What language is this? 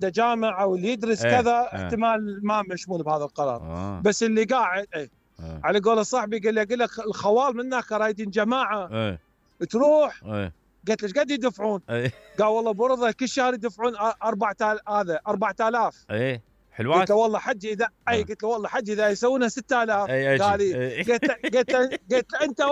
Mesopotamian Arabic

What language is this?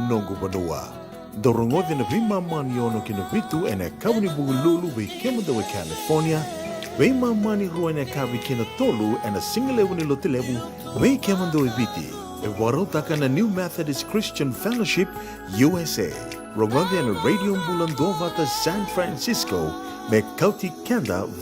Fijian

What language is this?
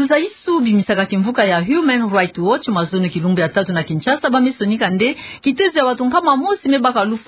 Kituba (Democratic Republic of Congo)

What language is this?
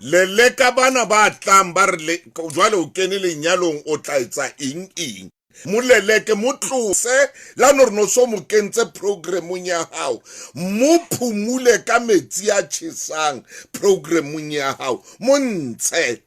Southern Sotho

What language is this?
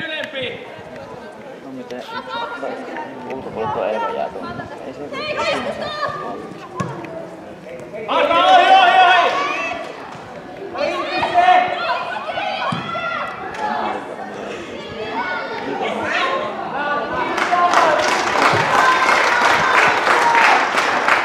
Finnish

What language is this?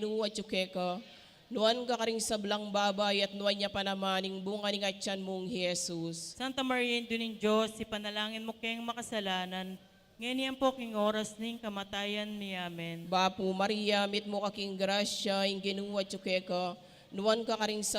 Pampanga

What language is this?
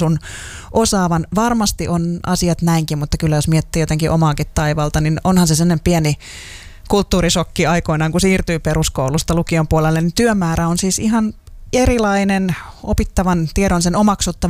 Finnish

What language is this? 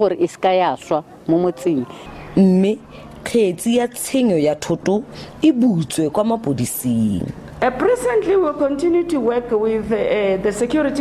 Tswana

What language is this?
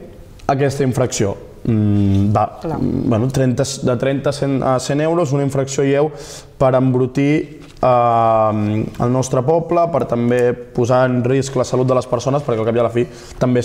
Catalan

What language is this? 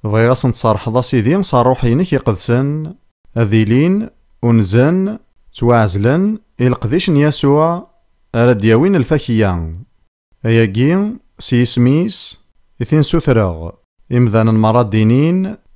Kabyle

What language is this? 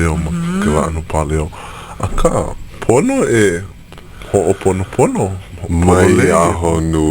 Hawaiian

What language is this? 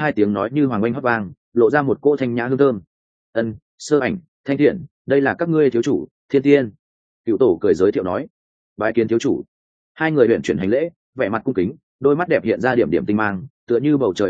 Vietnamese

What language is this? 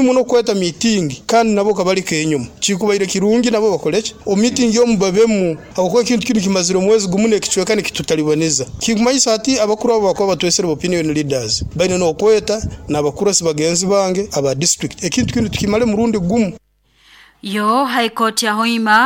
Nyoro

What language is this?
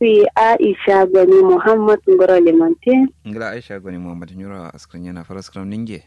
Kanuri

